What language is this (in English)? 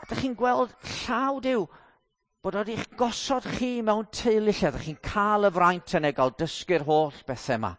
Welsh